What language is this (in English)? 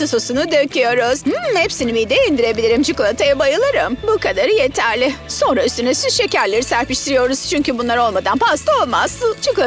Turkish